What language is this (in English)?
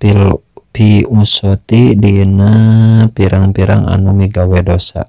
Sundanese